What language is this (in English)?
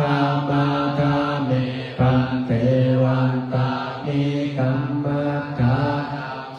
Pali